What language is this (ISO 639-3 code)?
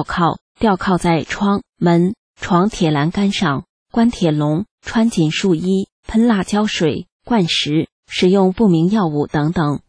zho